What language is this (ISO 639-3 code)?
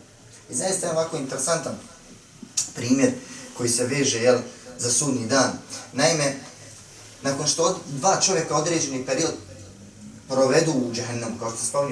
bos